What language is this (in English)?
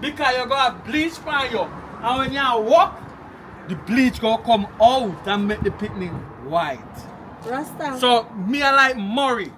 Jamaican Creole English